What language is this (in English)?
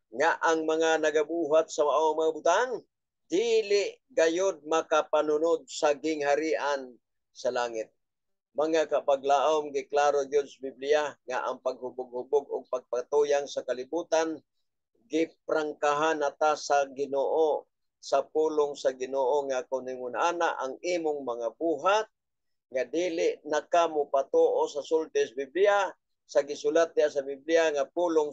Cebuano